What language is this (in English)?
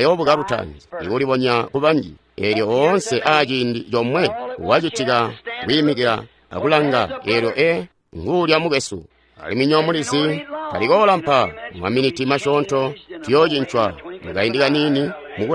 Tonga (Zambia)